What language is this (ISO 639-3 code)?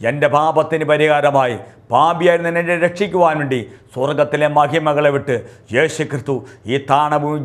mal